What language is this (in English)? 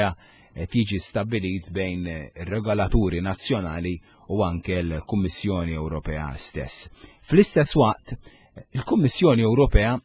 Maltese